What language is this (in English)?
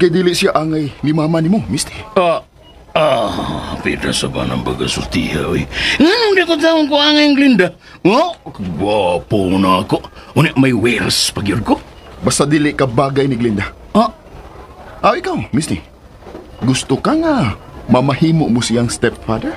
Cebuano